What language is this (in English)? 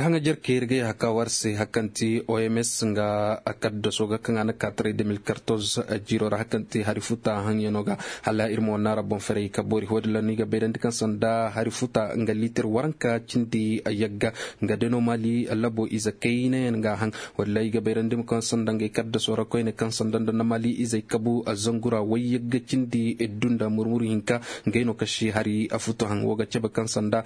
Zarma